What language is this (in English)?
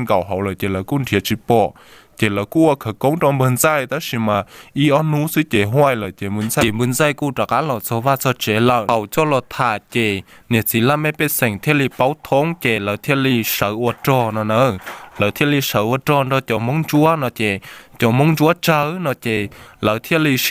Hmong